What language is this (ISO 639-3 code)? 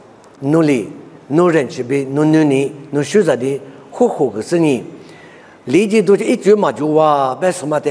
lis